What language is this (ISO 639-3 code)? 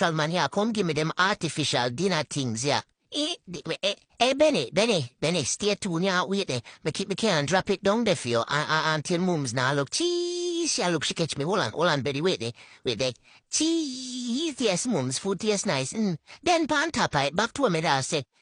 jam